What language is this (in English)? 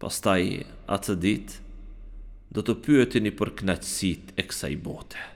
Albanian